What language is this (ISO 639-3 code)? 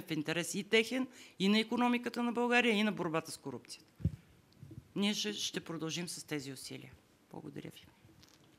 bul